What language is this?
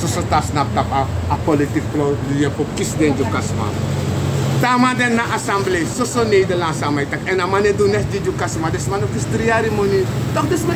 Sranan Tongo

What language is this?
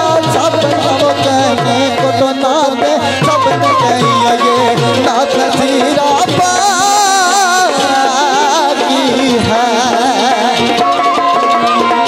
Hindi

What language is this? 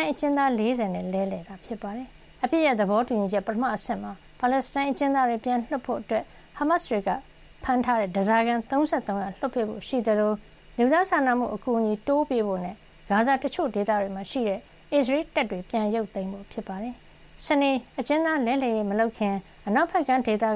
Burmese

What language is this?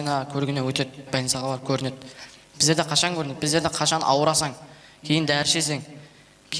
Kara-Kalpak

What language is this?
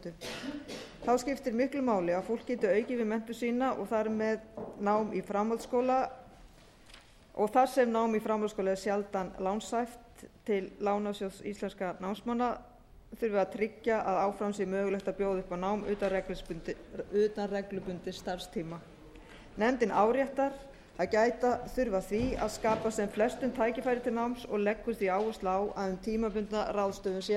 Icelandic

